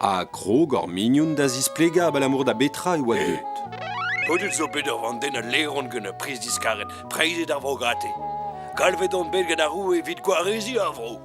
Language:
Breton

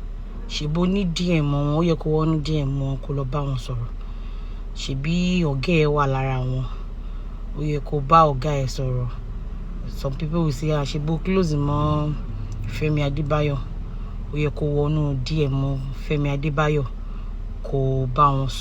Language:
Yoruba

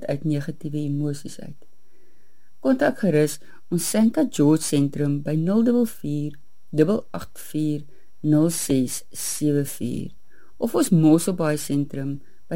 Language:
Afrikaans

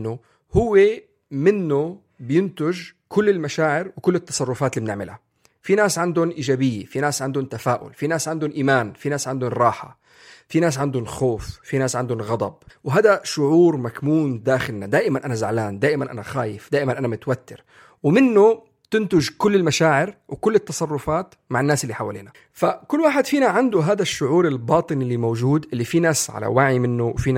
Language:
North Levantine Arabic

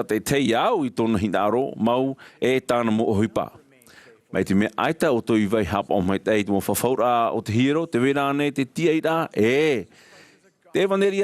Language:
Tahitian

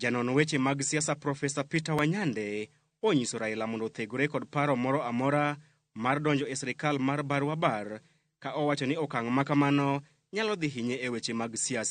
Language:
Luo (Kenya and Tanzania)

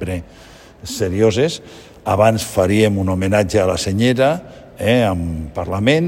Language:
Catalan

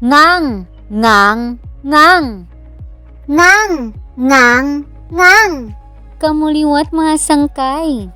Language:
Waray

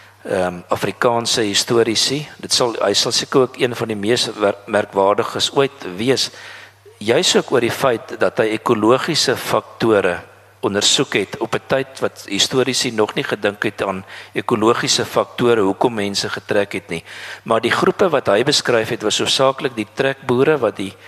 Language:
Afrikaans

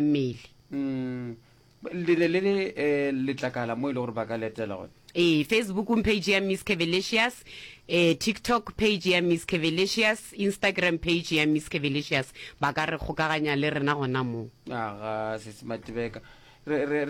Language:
Northern Sotho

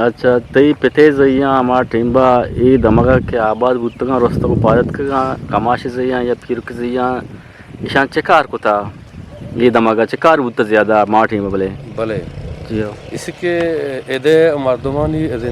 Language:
Eastern Balochi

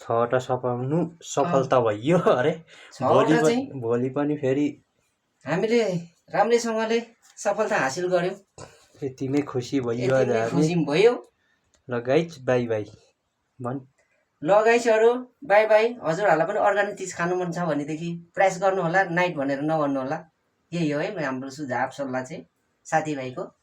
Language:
Nepali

